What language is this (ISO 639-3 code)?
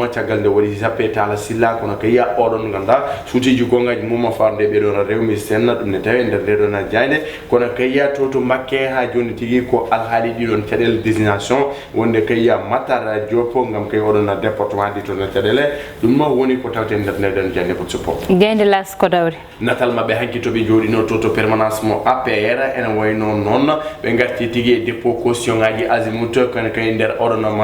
ful